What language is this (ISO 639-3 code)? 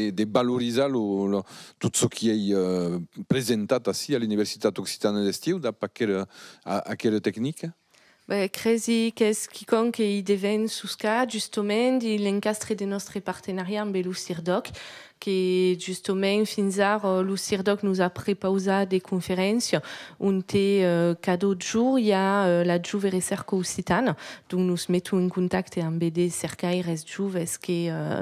oci